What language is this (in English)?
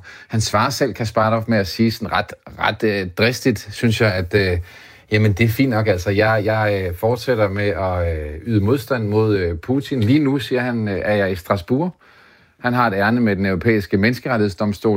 Danish